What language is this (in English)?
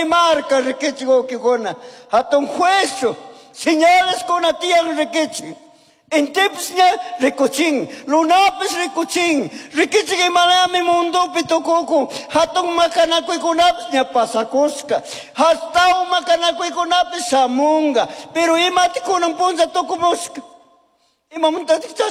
Chimborazo Highland Quichua